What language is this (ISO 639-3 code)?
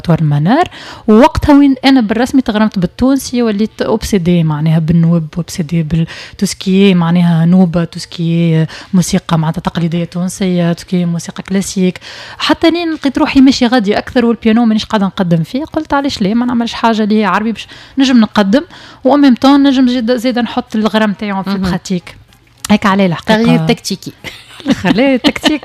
aeb